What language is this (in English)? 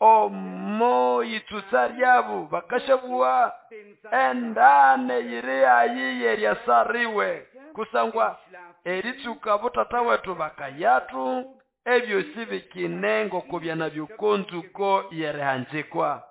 Nande